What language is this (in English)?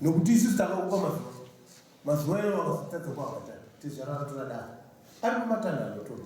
Shona